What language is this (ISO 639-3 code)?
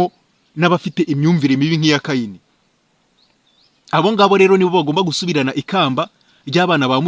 kin